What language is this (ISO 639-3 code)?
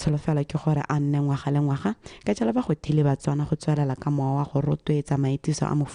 tsn